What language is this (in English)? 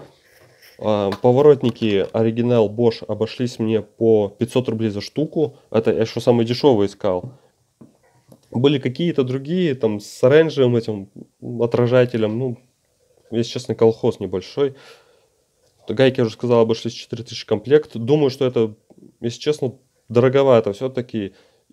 Russian